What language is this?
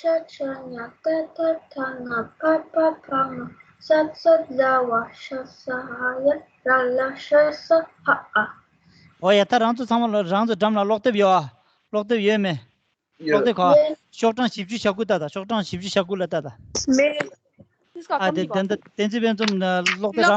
Tibetan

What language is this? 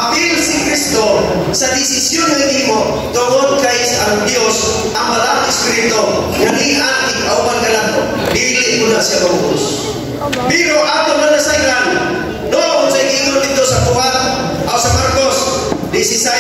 Cebuano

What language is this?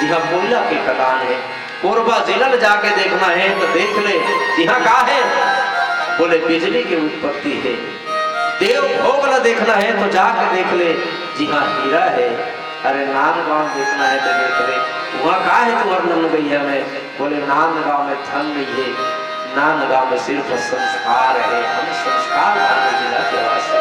Chhattisgarhi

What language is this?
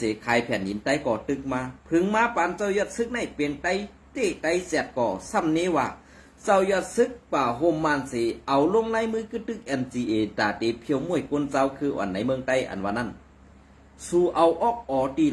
Shan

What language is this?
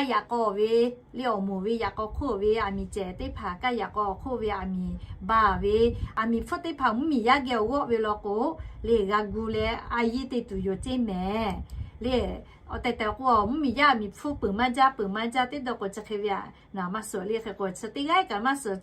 Lahu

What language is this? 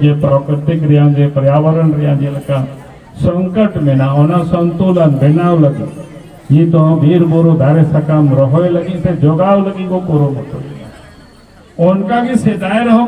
Santali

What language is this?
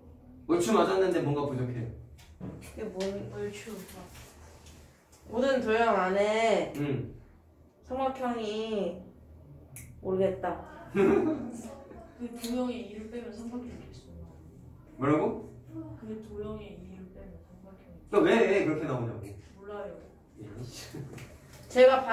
Korean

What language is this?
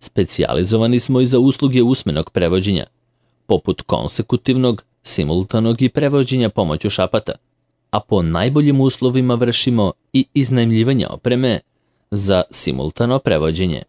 Serbian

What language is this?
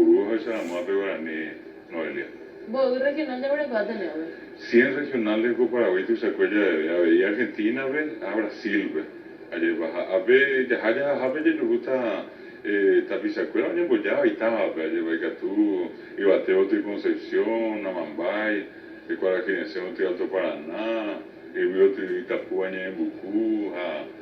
Guarani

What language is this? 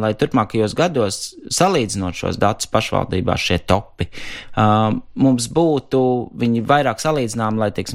Latvian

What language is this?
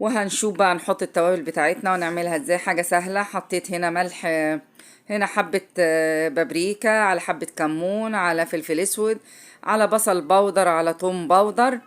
Egyptian Arabic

